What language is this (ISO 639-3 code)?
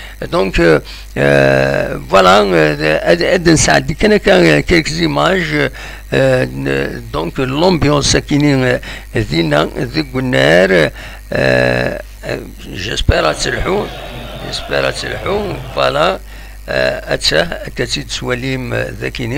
kab